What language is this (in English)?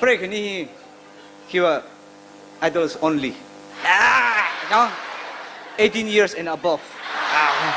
Tangkhul Naga (India)